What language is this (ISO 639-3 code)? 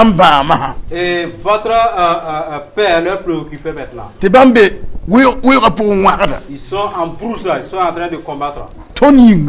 mos